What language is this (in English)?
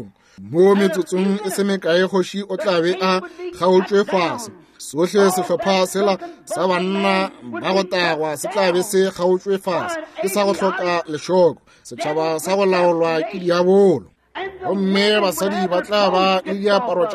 Northern Sotho